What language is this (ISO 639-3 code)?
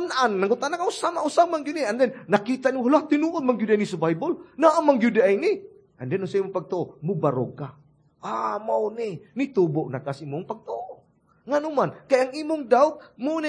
ceb